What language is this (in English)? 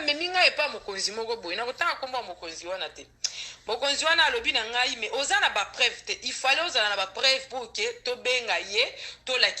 Lingala